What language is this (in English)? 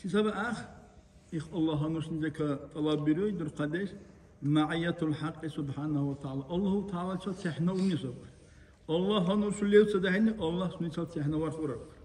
Dargwa